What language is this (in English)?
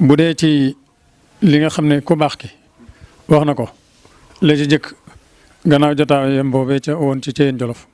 Wolof